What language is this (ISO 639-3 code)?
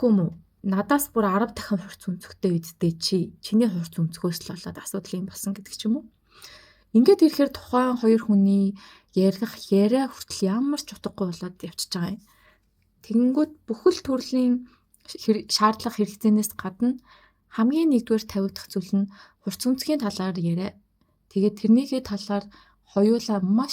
mon